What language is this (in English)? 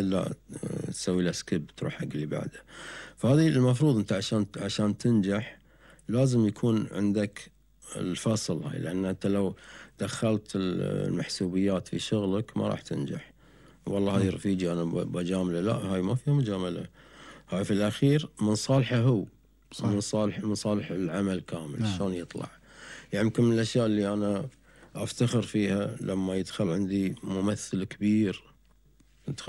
Gulf Arabic